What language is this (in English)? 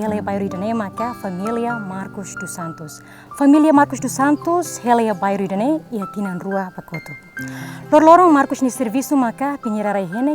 Tetum